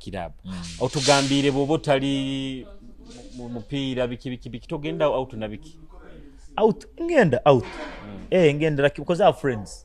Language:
Nyoro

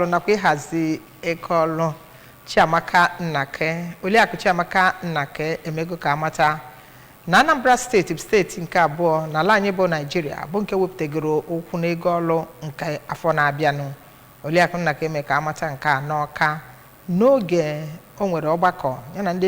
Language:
Igbo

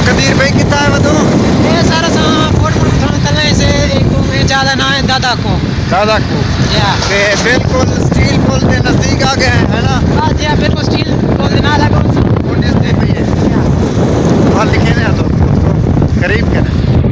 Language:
Saraiki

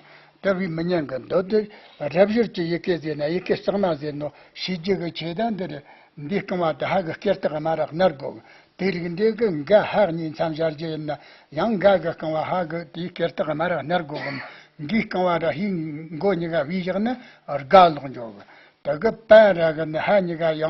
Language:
Tibetan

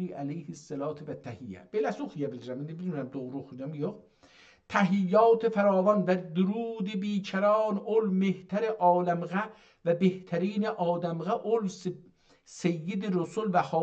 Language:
South Azerbaijani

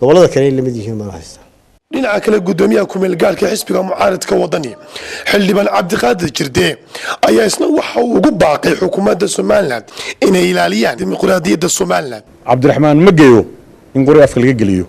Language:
Somali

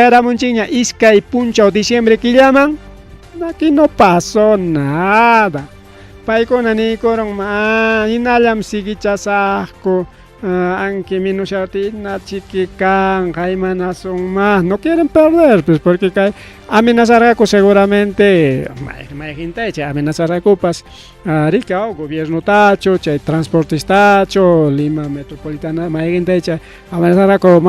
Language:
Ayacucho Quechua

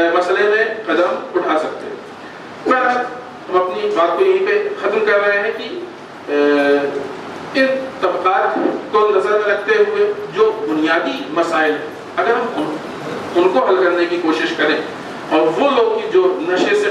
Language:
Urdu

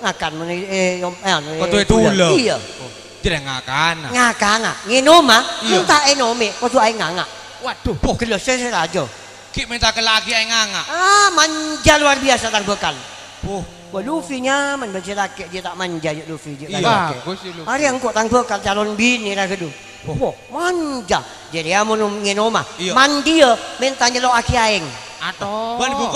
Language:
Madurese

